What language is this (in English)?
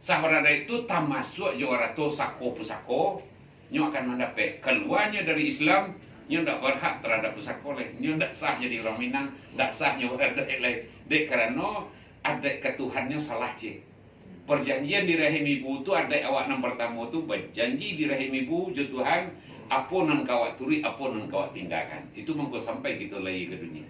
Minangkabau